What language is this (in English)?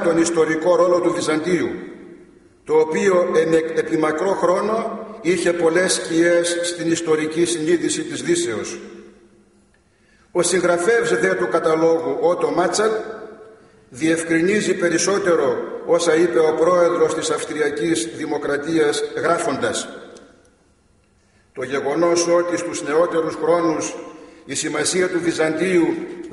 Greek